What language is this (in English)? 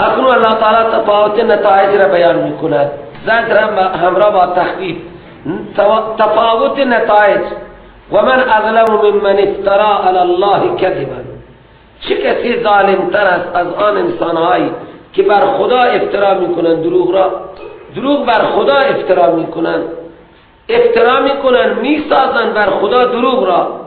Persian